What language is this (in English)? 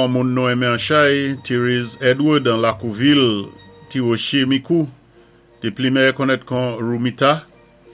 Saint Lucian Creole French